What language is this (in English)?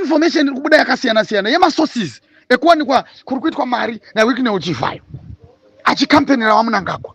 Shona